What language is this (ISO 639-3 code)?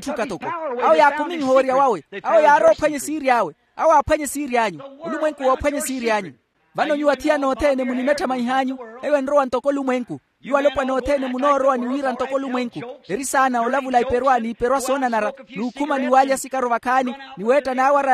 vmw